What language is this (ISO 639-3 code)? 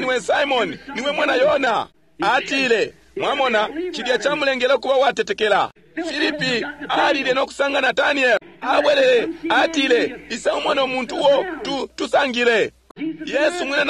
bem